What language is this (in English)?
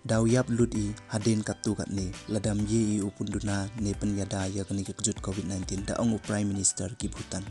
Pnar